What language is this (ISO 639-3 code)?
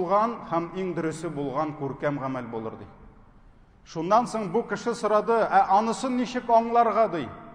tat